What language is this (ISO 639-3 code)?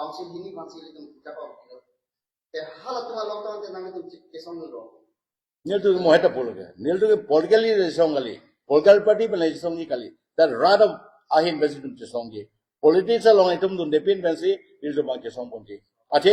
mjw